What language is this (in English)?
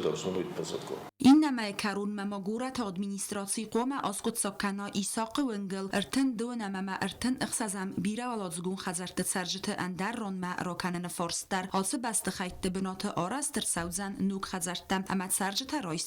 Ossetic